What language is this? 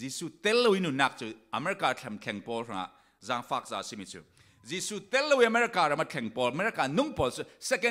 Falam Chin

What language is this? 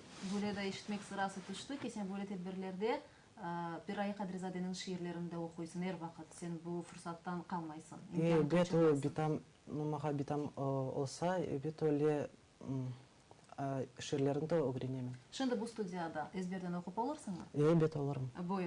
Crimean Tatar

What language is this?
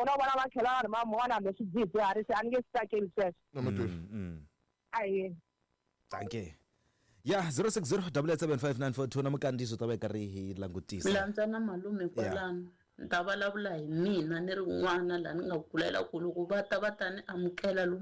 Tsonga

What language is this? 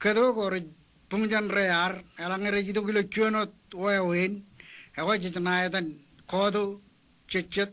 Marshallese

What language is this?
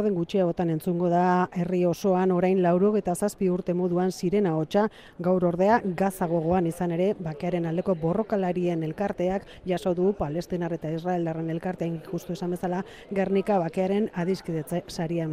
Basque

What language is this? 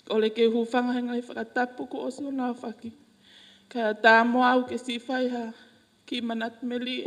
Tongan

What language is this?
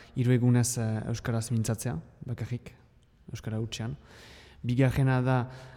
Basque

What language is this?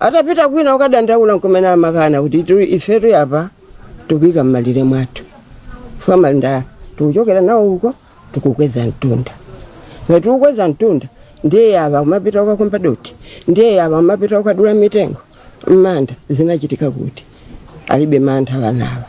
Nyanja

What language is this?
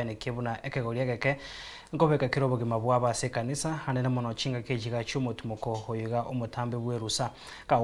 Gusii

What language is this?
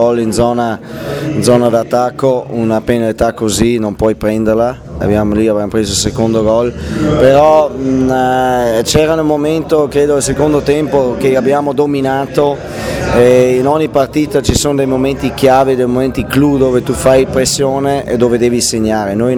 Italian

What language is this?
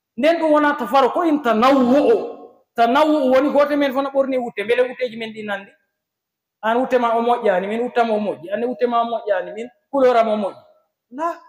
Fula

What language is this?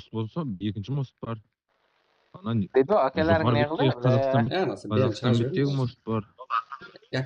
Kara-Kalpak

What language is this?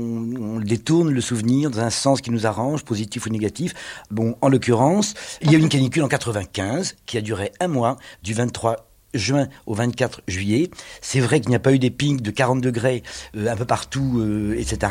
French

